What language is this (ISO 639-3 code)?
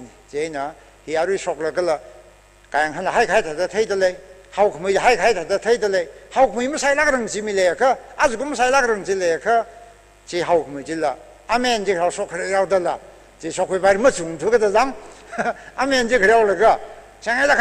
nmf